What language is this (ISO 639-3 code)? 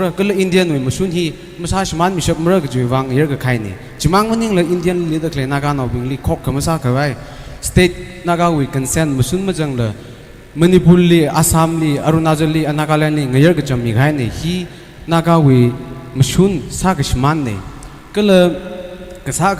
nmf